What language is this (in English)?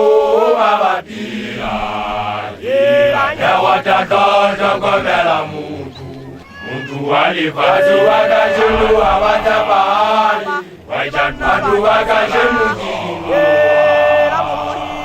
Southern Sotho